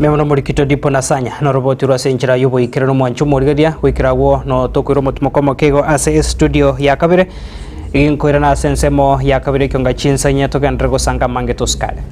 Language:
Gusii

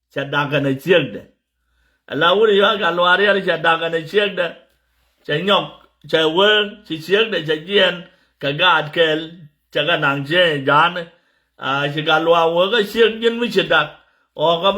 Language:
Nuer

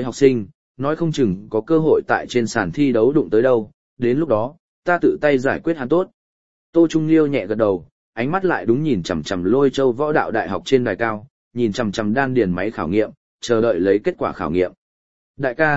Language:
Vietnamese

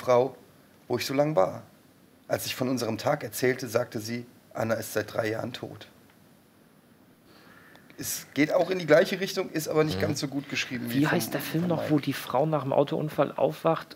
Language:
German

